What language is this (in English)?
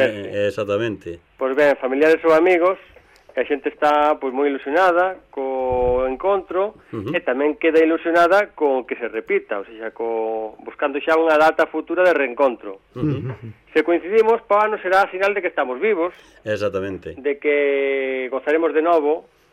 Galician